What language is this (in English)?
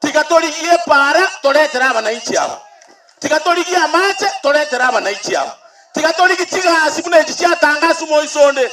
Gusii